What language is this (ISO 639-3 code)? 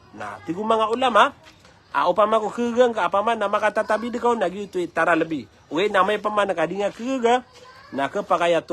mrw